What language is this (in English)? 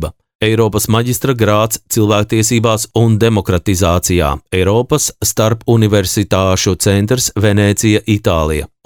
Latvian